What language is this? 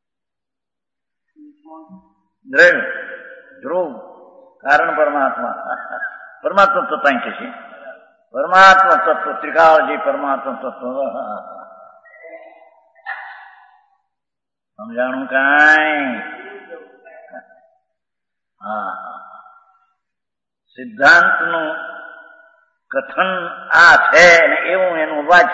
Gujarati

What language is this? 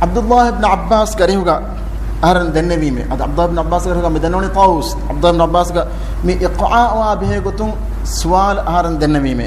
Divehi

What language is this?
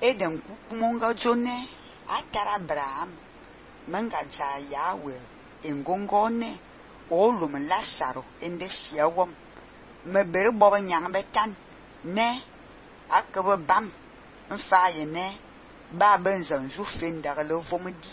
Fang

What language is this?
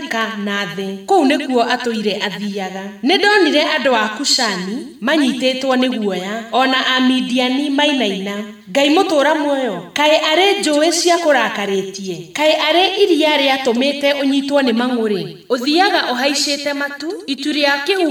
Kikuyu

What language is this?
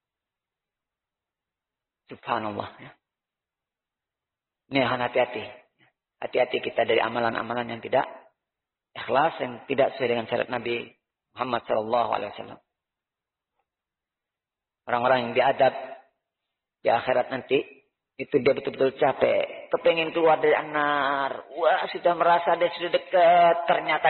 Indonesian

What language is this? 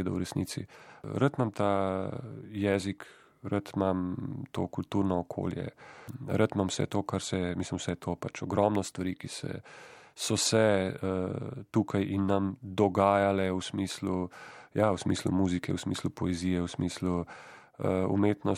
Slovenian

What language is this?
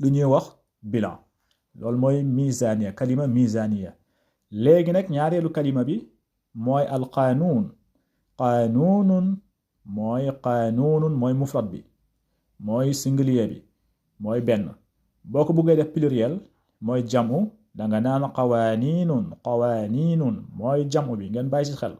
Wolof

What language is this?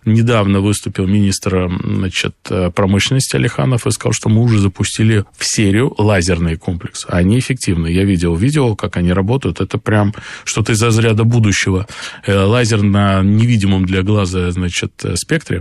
Russian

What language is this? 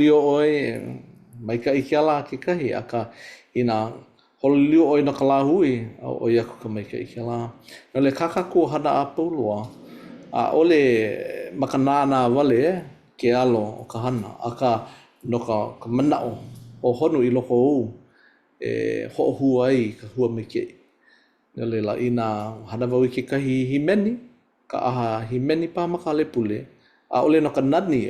Hawaiian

